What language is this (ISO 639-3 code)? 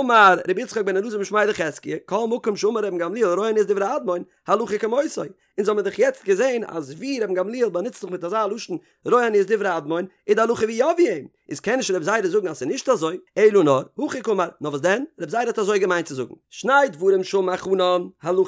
yid